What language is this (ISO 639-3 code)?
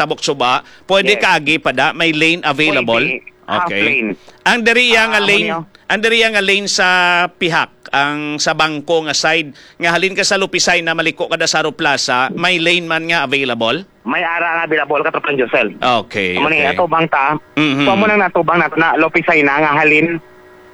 hil